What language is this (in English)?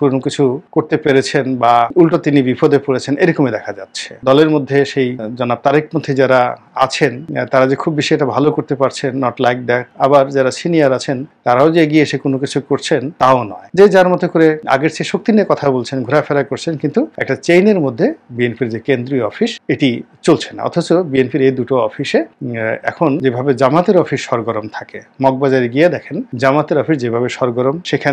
Bangla